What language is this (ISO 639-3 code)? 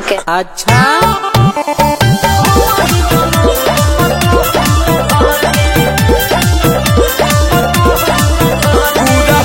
bho